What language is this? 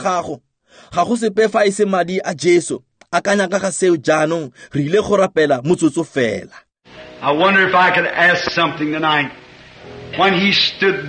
Tswana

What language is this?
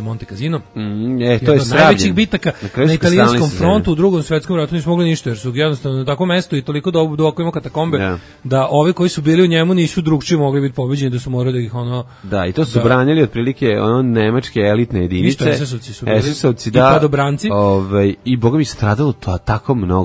Serbian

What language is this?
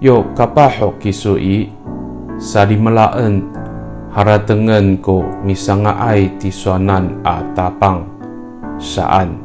Amis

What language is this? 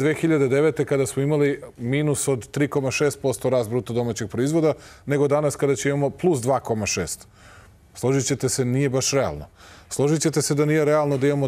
Serbian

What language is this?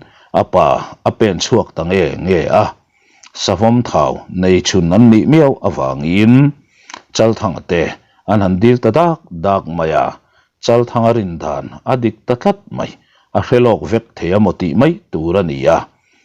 Mizo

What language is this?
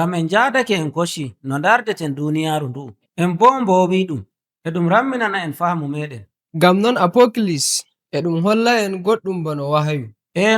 Nigerian Fulfulde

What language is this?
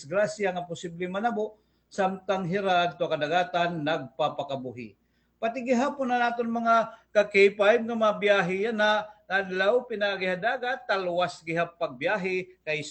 Waray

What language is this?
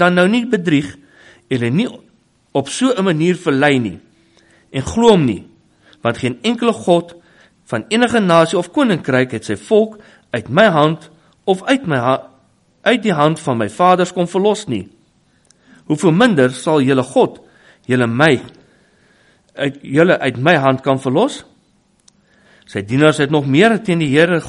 Afrikaans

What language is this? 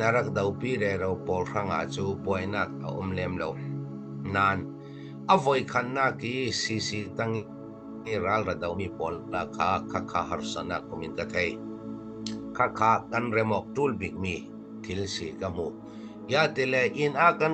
Falam Chin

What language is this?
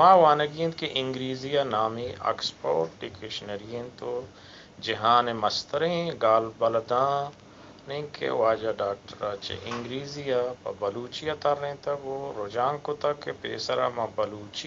Eastern Balochi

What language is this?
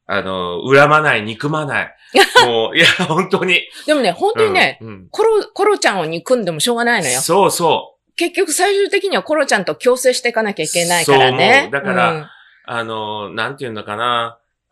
Japanese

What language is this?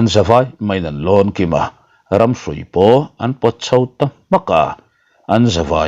Mizo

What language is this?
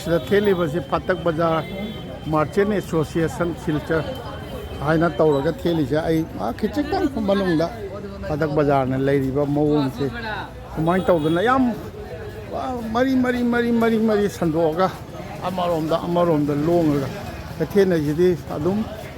Manipuri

